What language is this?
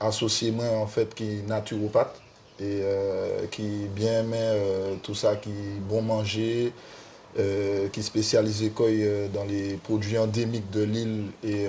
Guadeloupean Creole French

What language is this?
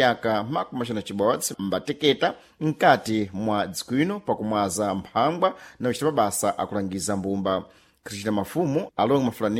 Sena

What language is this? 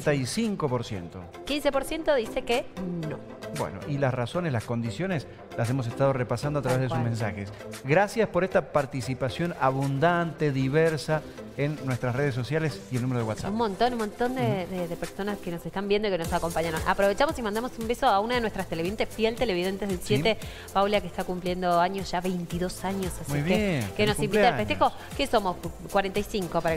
Spanish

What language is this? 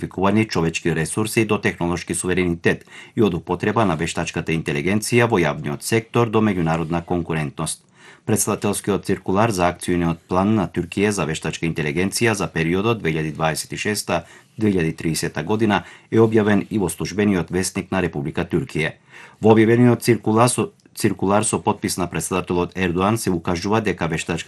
Macedonian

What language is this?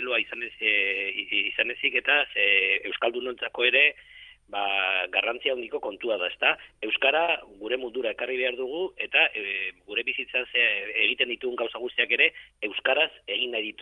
Basque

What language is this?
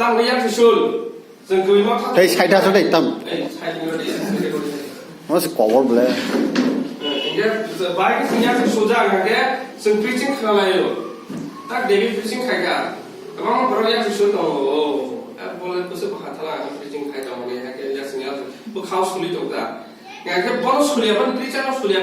Kok Borok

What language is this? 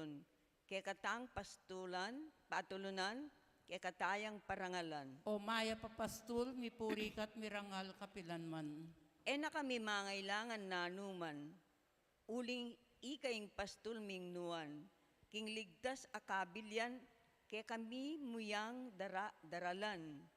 Pampanga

